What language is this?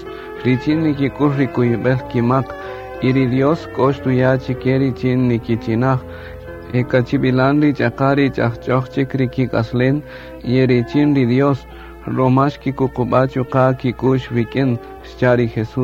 Kaqchikel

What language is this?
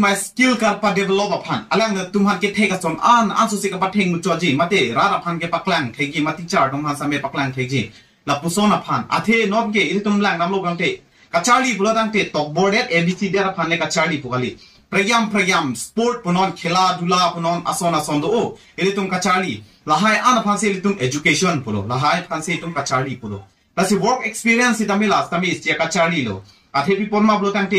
Karbi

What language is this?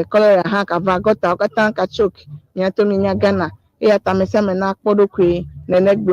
Ewe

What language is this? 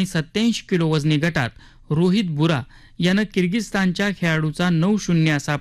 Marathi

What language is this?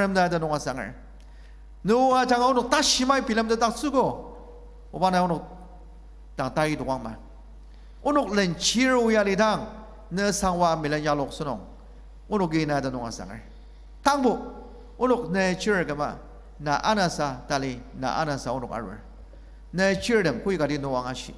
Ao Naga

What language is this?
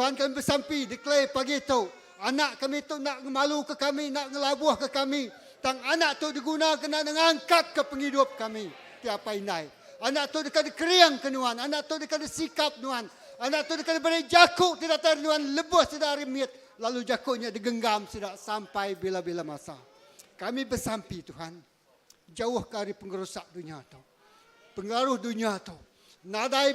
Iban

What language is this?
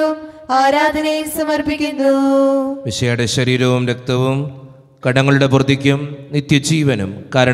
Malayalam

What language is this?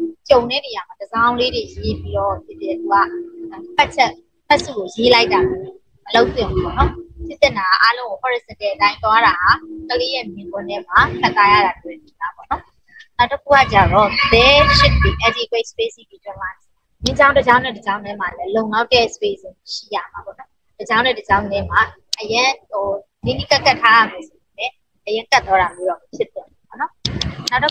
Burmese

